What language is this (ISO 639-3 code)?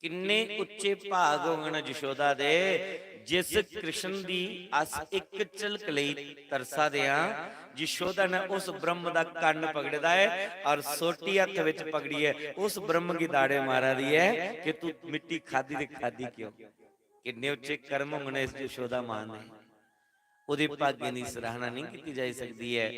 doi